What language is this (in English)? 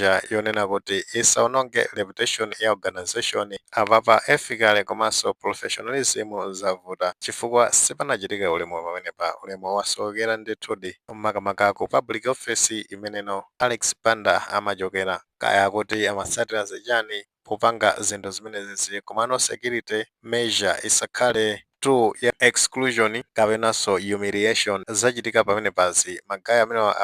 Nyanja